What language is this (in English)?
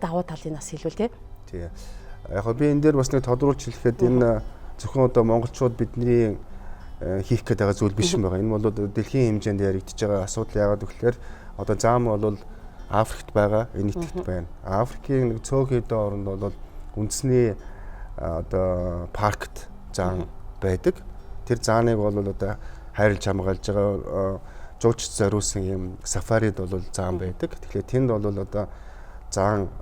Mongolian